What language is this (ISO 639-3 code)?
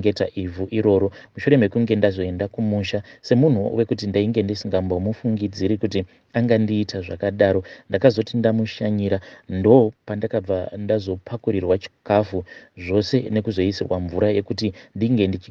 sna